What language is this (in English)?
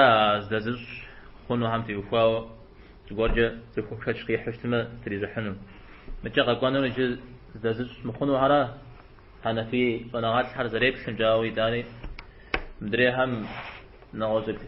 Kabardian